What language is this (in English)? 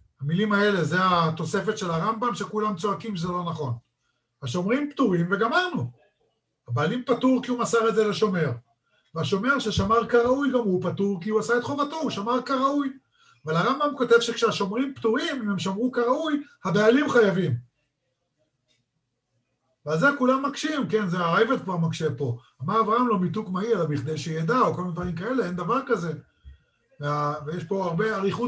Hebrew